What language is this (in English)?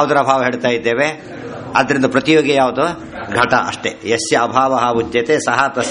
Kannada